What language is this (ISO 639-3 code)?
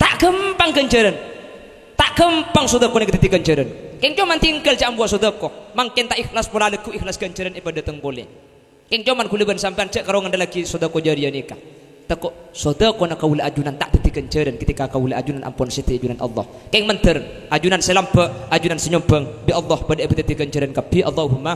mad